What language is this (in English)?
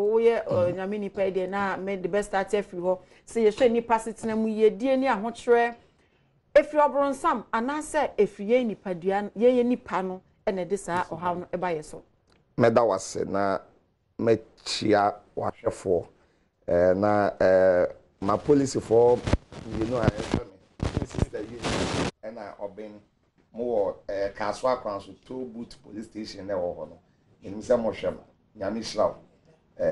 Akan